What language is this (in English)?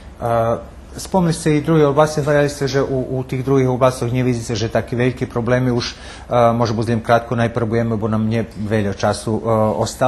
Rusyn